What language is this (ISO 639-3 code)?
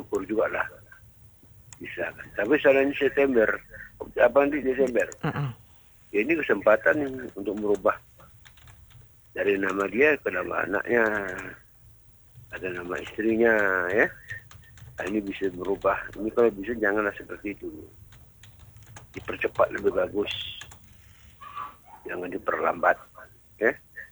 ind